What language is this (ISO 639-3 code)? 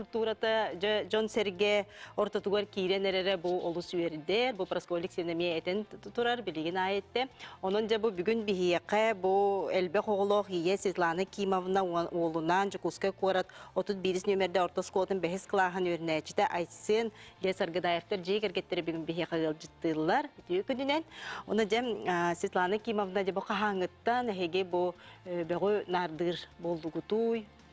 sah